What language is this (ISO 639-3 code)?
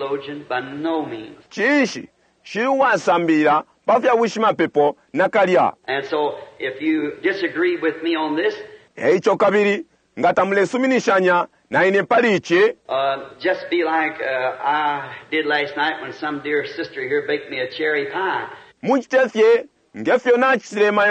bem